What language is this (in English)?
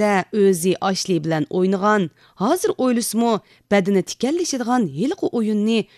Uyghur